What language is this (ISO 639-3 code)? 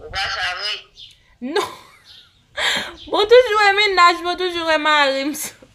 hat